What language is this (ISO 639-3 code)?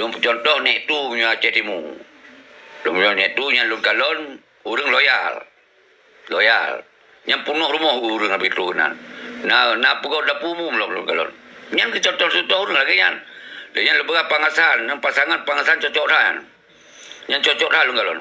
ace